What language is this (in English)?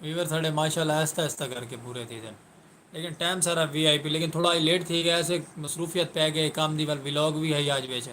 Saraiki